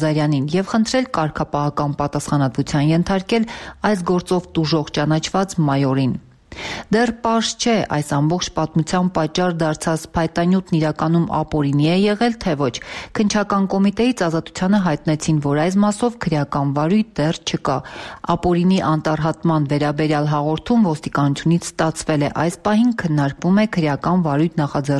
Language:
Armenian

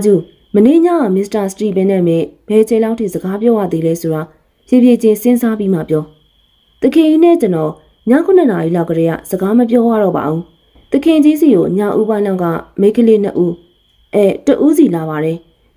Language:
Burmese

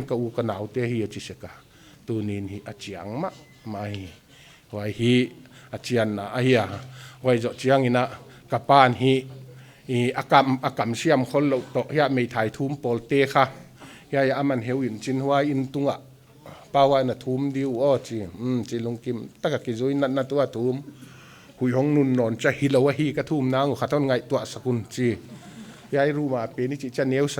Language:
Paite Chin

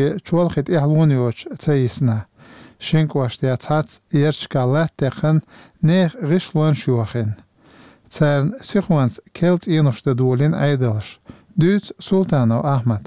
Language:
Chechen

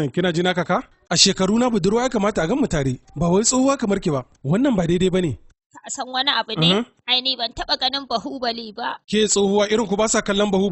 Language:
Hausa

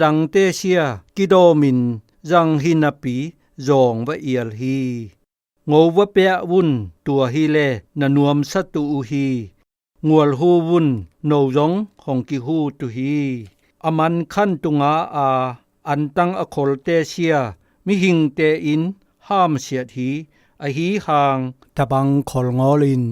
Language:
Zou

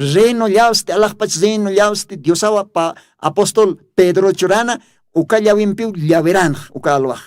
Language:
Aymara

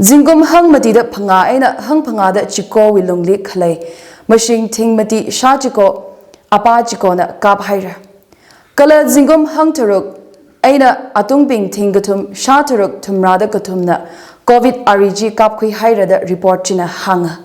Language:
Tangkhul Naga (India)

